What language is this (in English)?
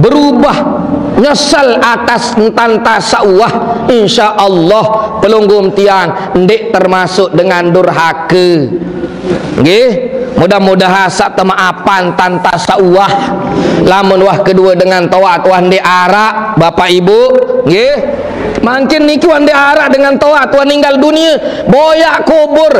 Sasak